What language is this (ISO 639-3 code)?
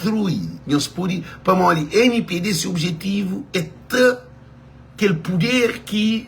kea